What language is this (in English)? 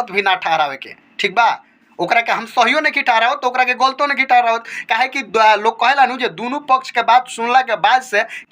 Bhojpuri